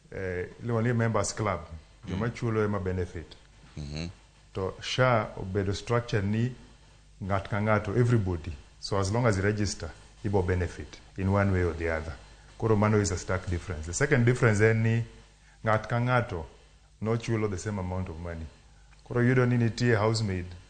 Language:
Luo (Kenya and Tanzania)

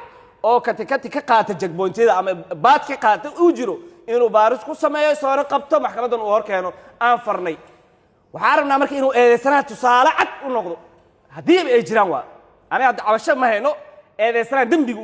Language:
Somali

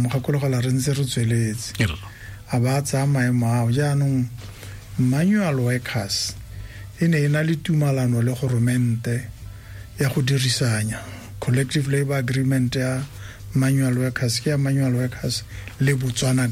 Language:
Tswana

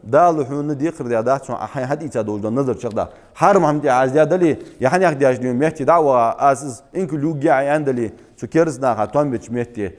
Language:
Ingush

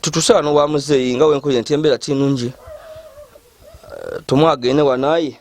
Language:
Ganda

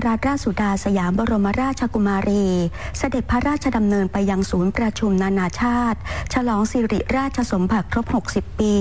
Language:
Thai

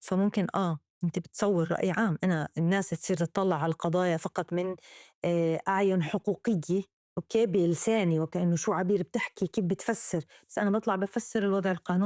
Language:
North Levantine Arabic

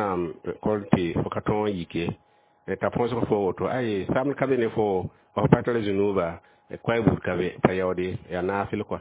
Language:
Mossi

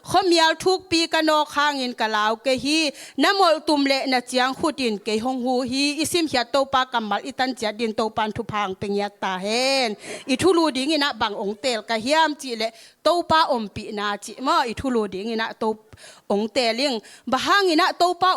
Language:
Tedim Chin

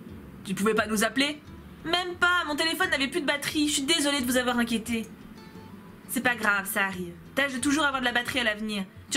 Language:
French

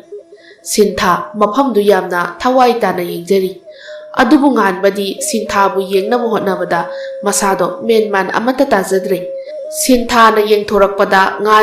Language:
Manipuri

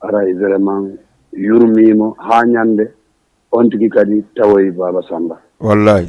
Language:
Fula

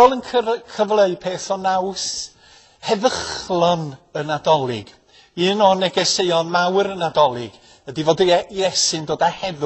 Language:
Welsh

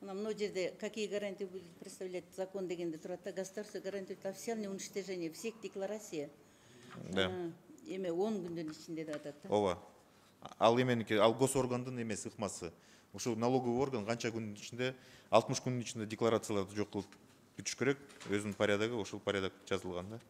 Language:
Kyrgyz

